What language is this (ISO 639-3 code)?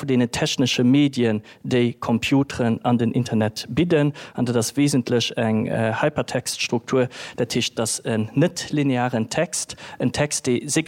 ltz